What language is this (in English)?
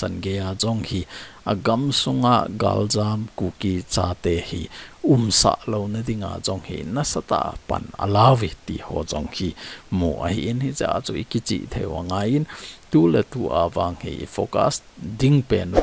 Thado Chin